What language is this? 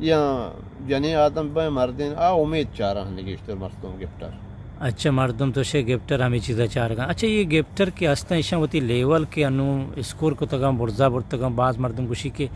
Eastern Balochi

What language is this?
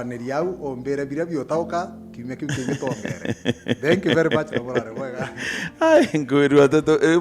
Meru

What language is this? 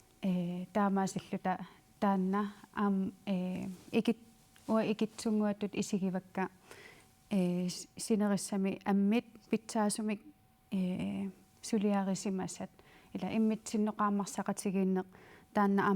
Kalaallisut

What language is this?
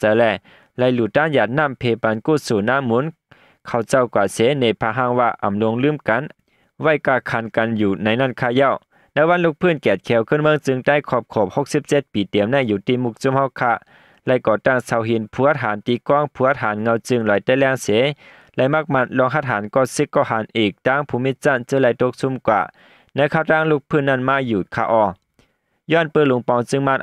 Shan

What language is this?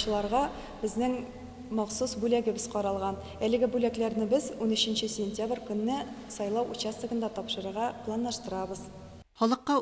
Tatar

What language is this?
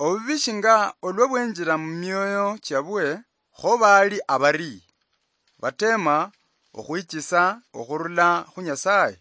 Luyia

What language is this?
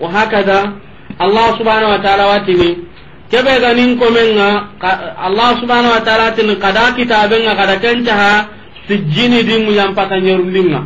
Soninke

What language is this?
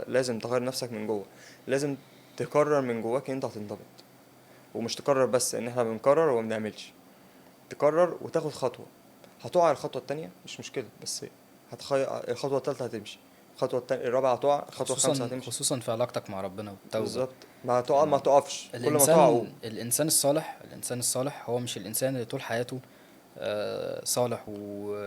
Egyptian Arabic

